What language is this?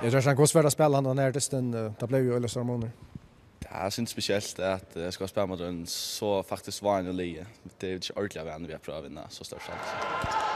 Faroese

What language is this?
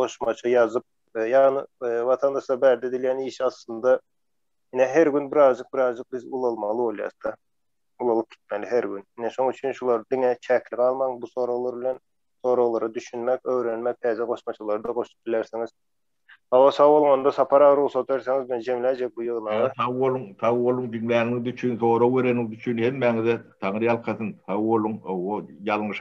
Turkmen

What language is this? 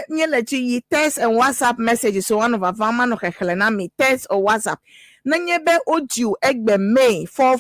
Ewe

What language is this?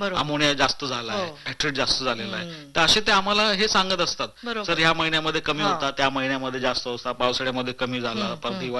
Marathi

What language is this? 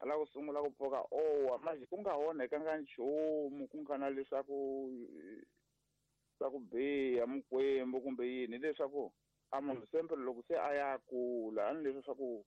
Tsonga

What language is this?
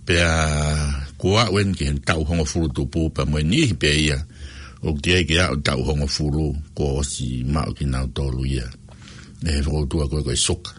Tongan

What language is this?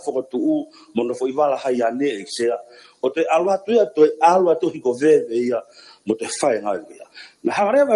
Tongan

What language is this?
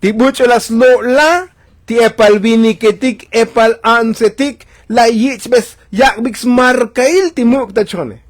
Tzotzil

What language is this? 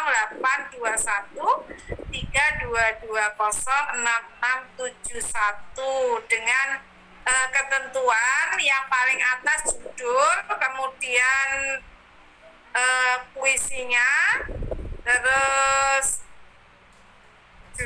Indonesian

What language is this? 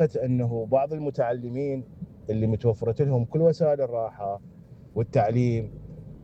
Mesopotamian Arabic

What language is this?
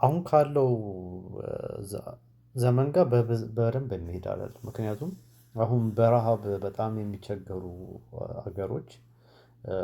Amharic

